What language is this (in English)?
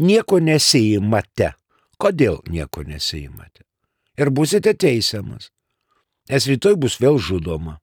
Lithuanian